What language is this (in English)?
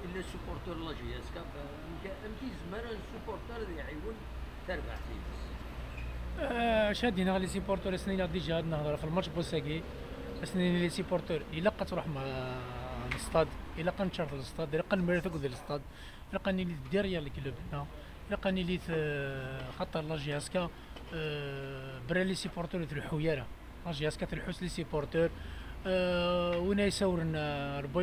Kabyle